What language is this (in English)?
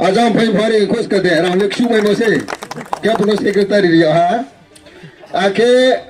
Riang (India)